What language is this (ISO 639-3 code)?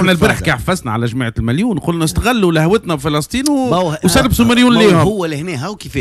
aeb